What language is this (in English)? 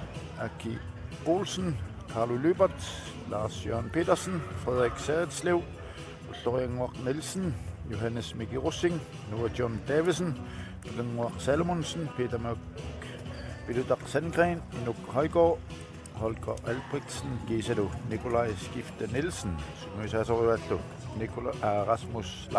Kalaallisut